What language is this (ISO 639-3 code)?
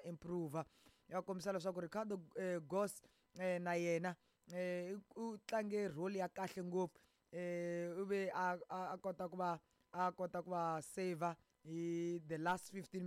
tso